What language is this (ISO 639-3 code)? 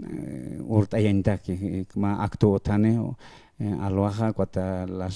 aym